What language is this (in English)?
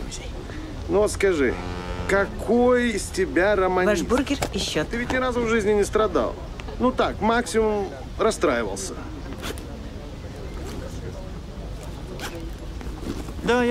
Russian